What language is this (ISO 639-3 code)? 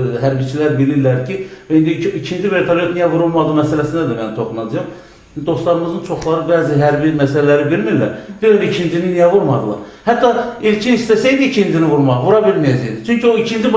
aze